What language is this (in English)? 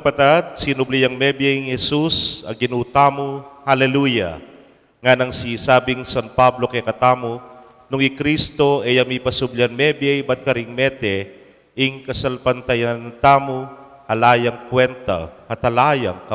Pampanga